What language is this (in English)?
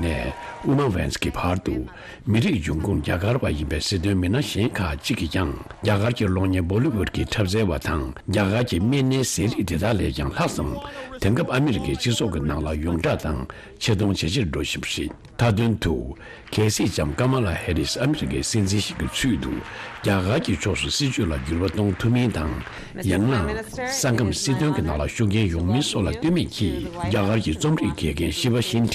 Tibetan